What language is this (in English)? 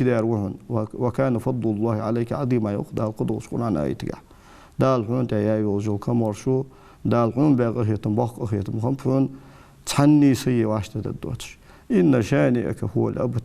Ingush